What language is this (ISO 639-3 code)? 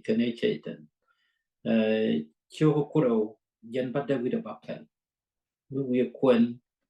nus